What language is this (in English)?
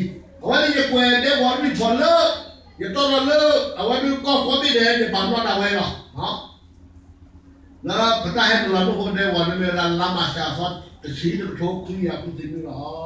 S'gaw Karen